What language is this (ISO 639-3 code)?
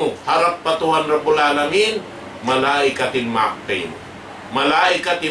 tsg